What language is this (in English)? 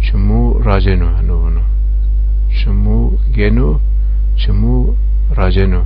Zaza